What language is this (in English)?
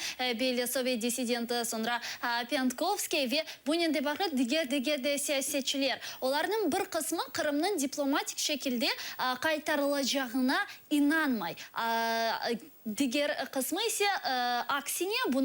Crimean Tatar